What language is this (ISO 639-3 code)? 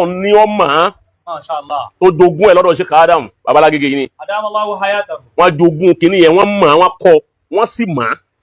yor